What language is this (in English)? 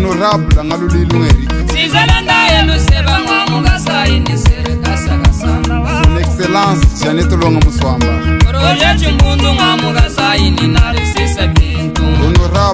Luba-Lulua